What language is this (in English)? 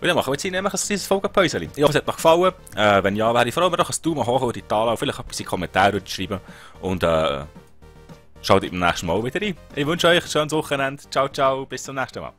Swiss German